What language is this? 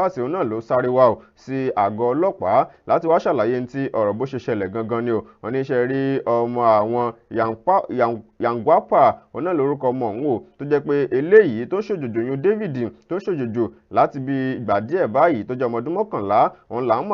Yoruba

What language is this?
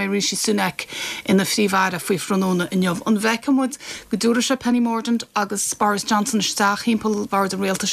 Irish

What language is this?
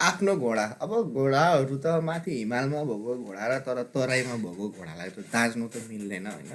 Nepali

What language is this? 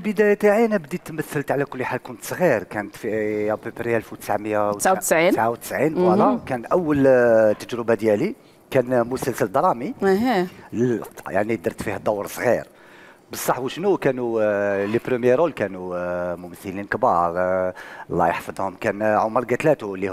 Algerian Arabic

